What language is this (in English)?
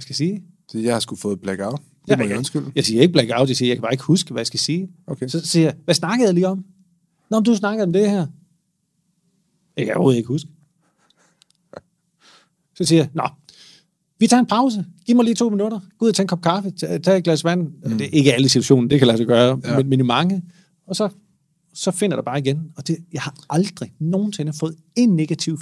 Danish